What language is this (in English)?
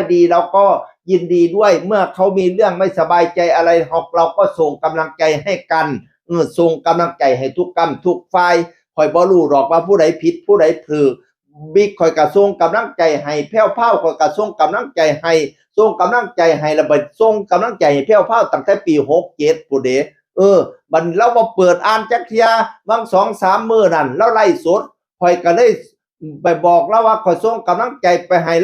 Northeastern Thai